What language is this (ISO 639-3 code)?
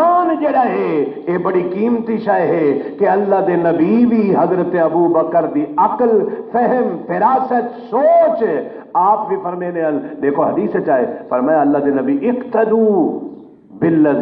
skr